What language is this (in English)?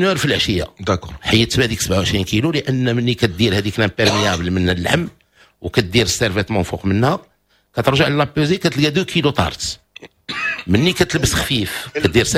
Moroccan Arabic